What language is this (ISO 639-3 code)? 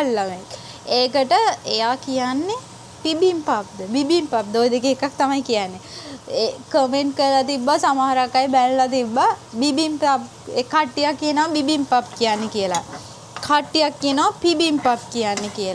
sin